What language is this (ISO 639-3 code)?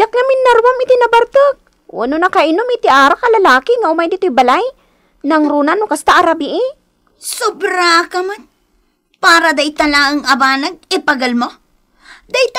ilo